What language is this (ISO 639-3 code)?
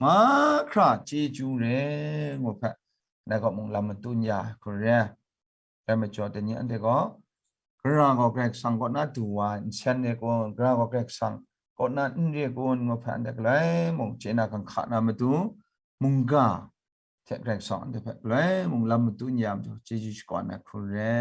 kac